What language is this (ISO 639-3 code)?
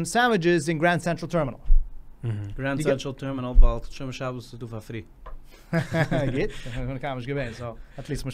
yid